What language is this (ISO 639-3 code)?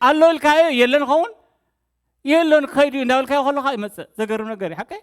tir